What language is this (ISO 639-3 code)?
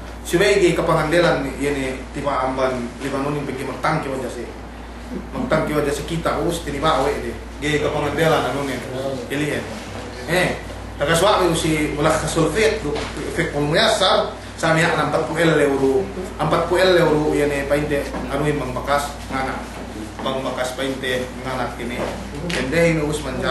yka